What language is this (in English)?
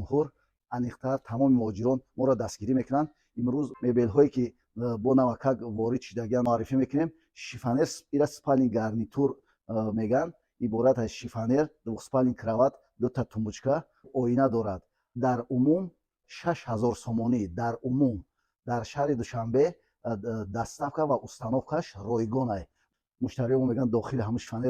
Tajik